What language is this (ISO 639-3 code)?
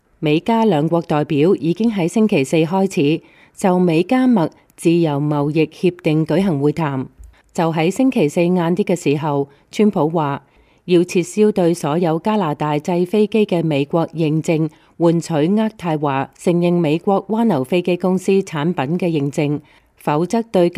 yue